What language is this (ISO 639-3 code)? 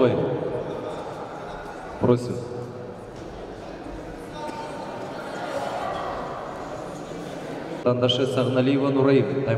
kaz